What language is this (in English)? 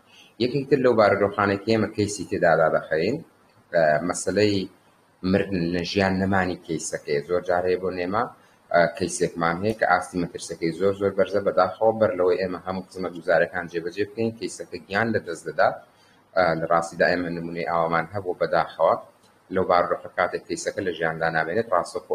Central Kurdish